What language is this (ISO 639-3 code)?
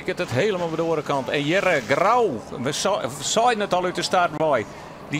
fry